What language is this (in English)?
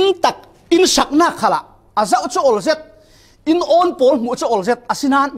Falam Chin